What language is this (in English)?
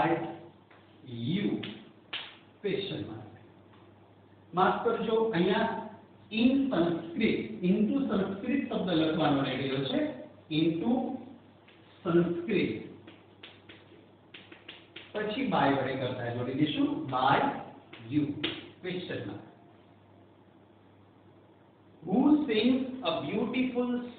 Gujarati